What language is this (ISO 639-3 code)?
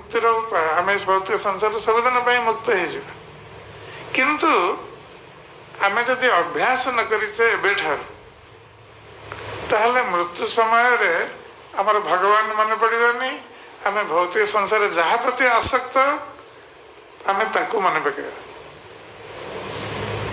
ori